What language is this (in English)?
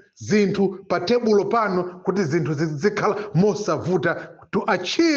Nyanja